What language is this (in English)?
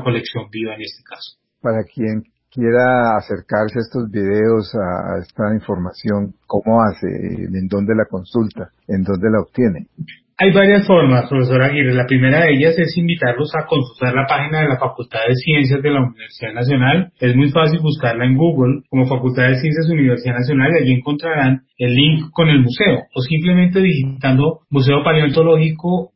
Spanish